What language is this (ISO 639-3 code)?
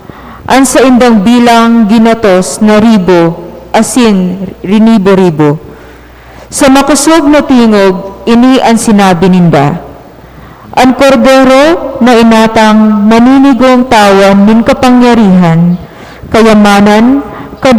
bik